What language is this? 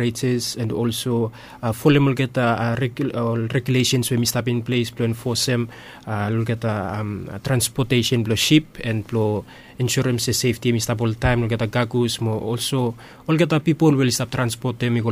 Bislama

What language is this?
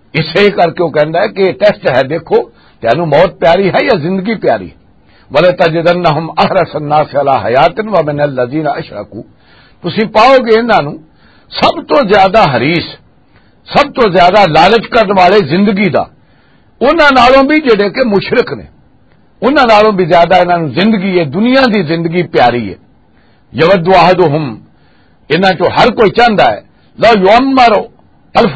Western Panjabi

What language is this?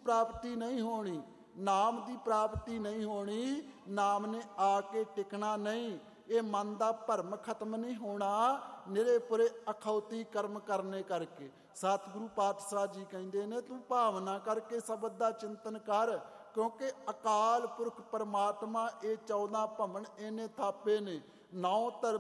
Punjabi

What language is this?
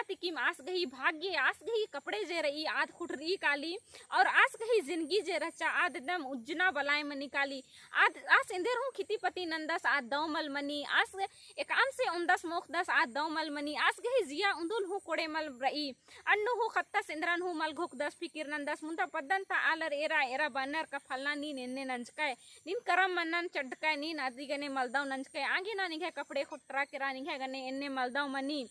Kurukh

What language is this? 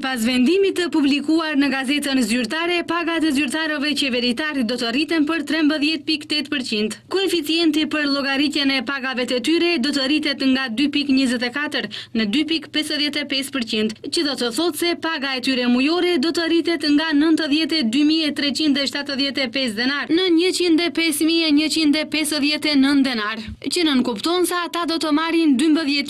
Albanian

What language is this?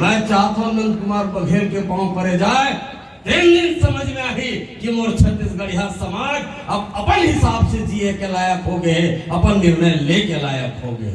Chhattisgarhi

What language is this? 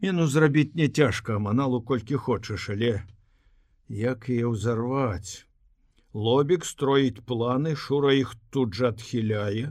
Belarusian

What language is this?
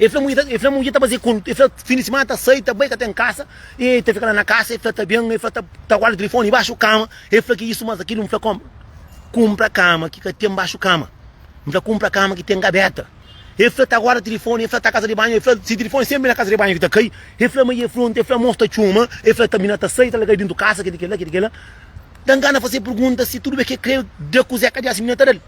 Kabuverdianu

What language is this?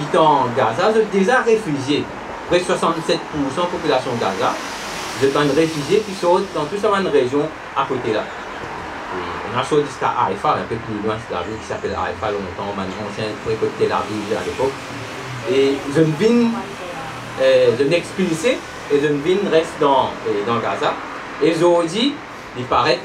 Morisyen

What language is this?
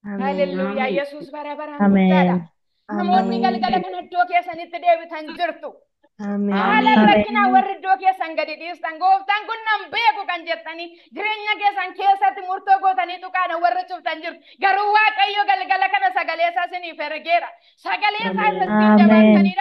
Oromo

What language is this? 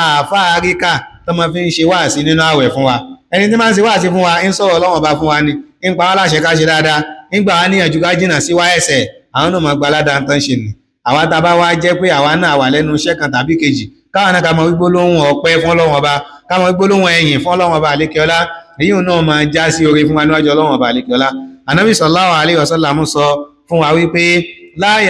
Yoruba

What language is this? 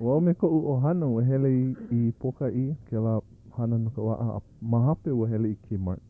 Hawaiian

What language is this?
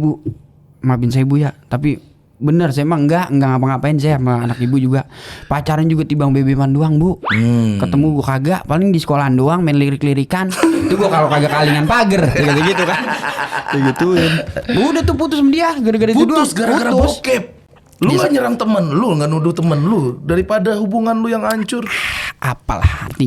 Betawi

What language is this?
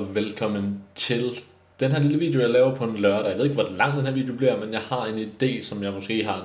Danish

